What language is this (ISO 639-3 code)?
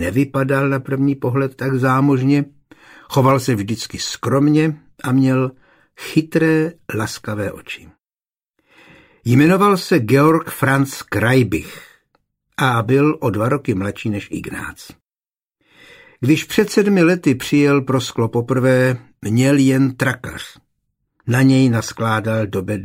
ces